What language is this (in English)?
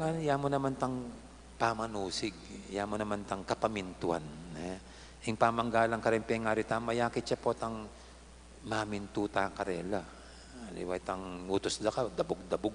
Pampanga